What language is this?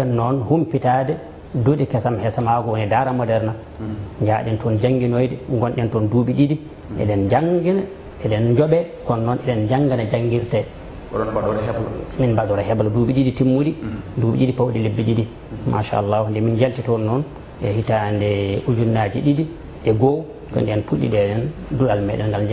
Fula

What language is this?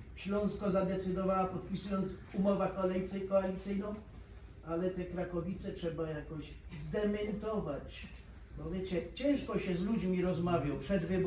Silesian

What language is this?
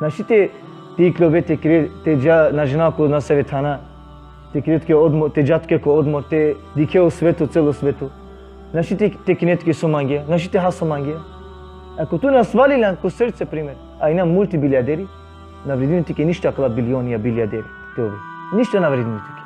Balkan Romani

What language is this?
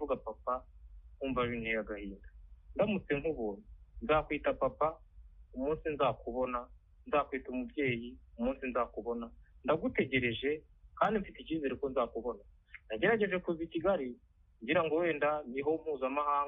Kinyarwanda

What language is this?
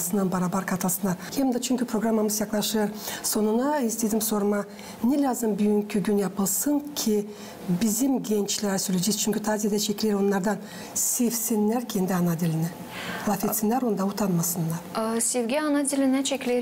Gagauz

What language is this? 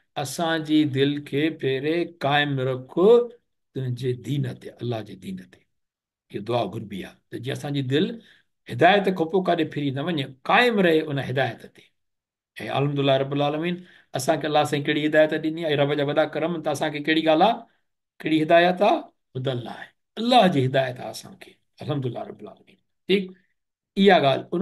Sindhi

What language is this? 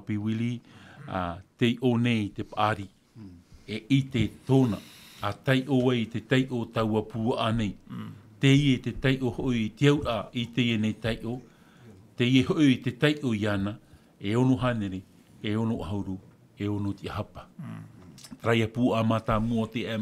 Tahitian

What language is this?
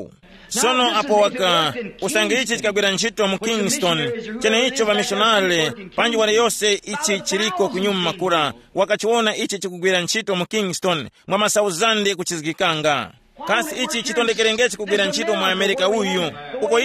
Tumbuka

